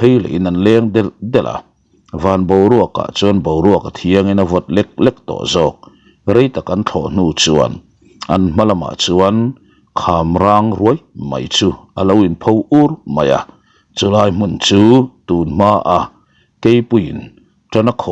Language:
Mizo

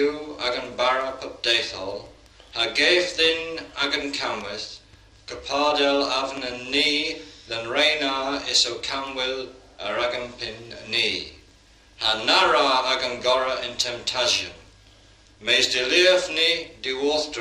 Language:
Cornish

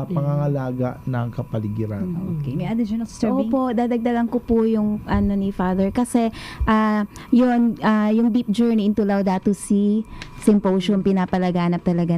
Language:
Filipino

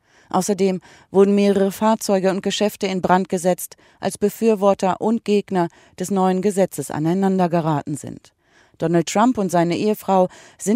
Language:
German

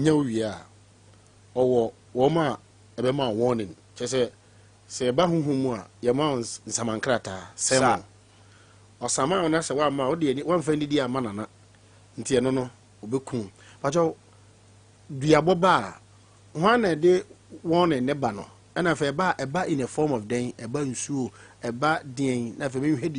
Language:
Akan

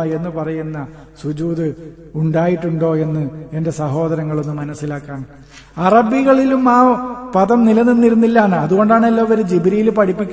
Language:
Malayalam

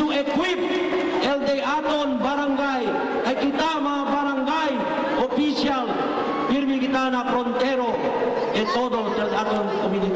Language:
Chavacano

